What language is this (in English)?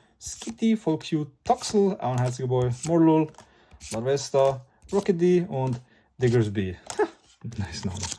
Swiss German